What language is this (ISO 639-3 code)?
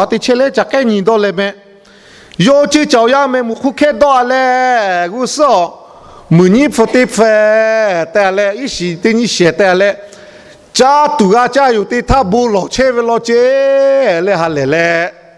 lhu